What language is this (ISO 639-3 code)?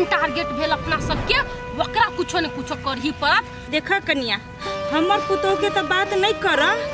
mai